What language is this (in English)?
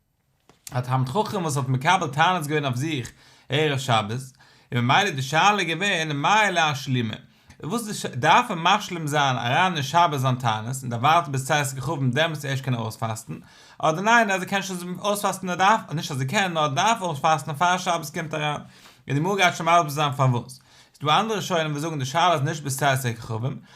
Yiddish